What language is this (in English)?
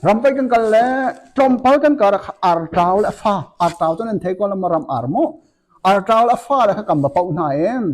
Hakha Chin